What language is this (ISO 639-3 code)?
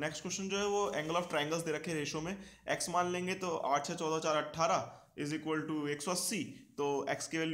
hin